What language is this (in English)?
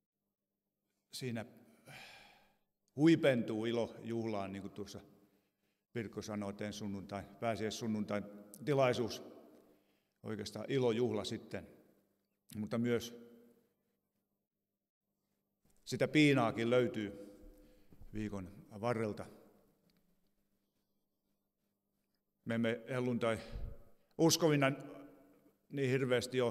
Finnish